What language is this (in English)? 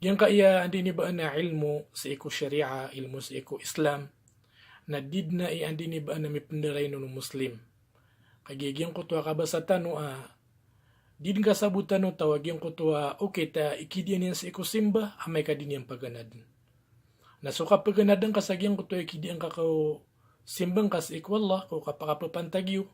Maranao